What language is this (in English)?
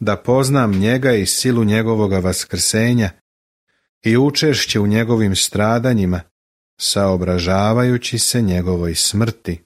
Serbian